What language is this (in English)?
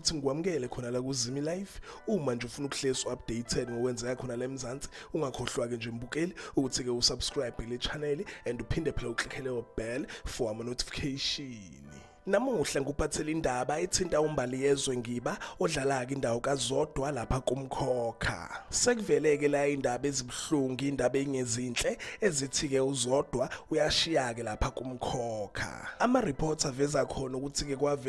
Zulu